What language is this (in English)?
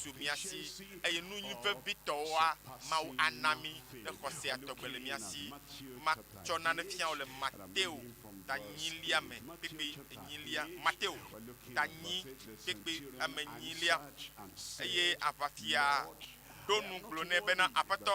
Ewe